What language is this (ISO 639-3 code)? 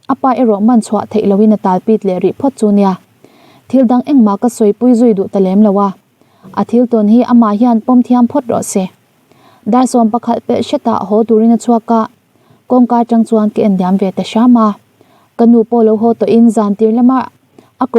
lus